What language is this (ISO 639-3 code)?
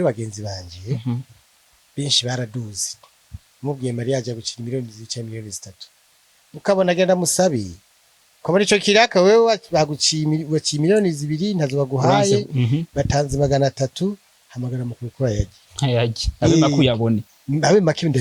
run